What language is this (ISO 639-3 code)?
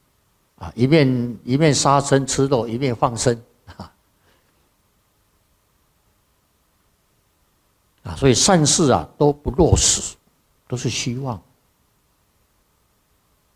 zho